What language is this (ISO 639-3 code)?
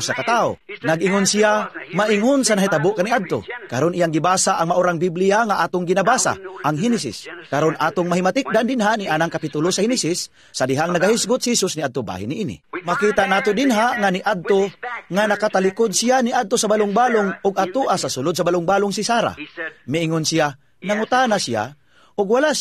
ceb